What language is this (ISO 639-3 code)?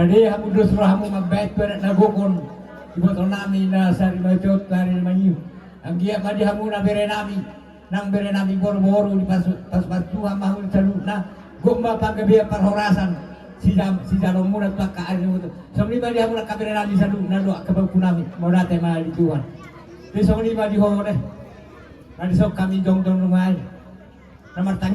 bbc